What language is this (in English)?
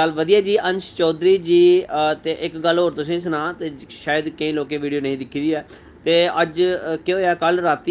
Dogri